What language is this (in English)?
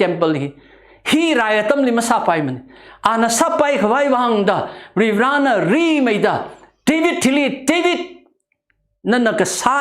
Tangkhul Naga (India)